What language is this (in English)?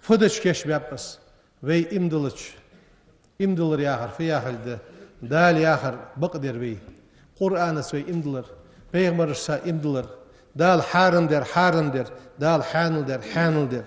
Ingush